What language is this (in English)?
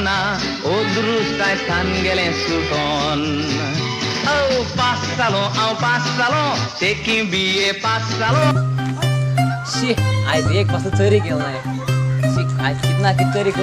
Konkani